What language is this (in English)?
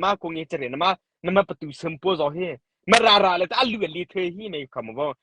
Mara Chin